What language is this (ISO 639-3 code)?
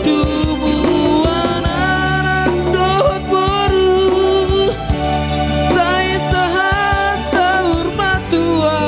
bbc